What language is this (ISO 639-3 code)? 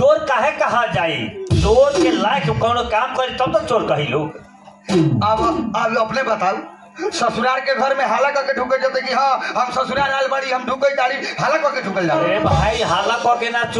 bho